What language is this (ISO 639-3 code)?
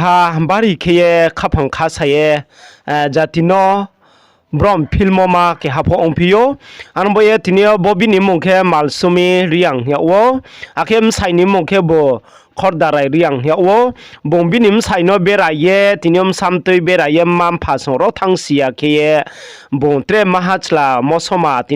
ria